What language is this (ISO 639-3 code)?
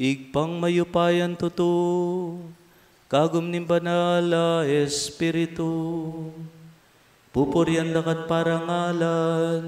pam